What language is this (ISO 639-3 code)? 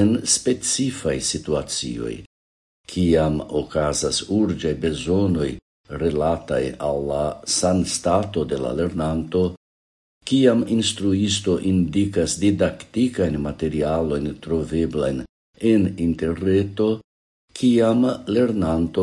epo